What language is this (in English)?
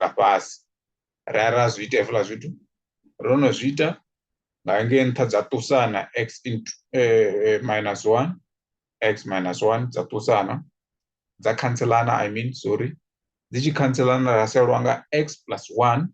Venda